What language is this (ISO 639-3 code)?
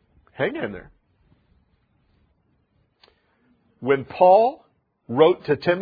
eng